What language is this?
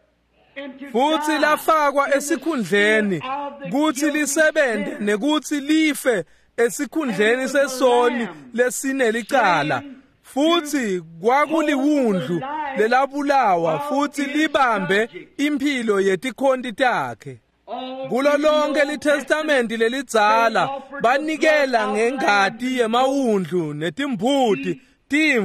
Swati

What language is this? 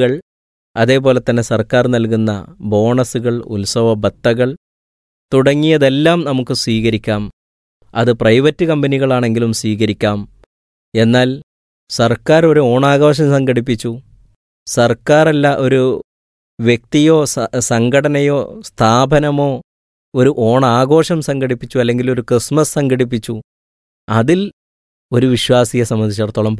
Malayalam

